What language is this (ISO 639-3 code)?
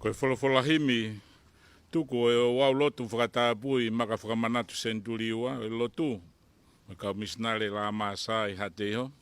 ton